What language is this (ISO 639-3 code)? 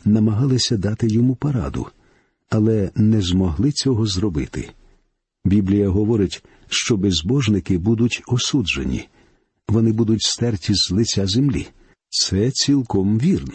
ukr